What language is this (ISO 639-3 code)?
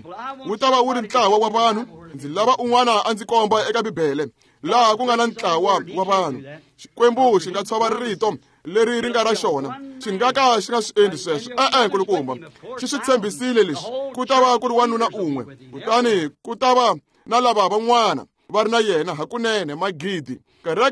tso